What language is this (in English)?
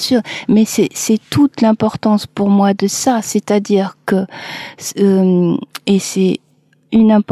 French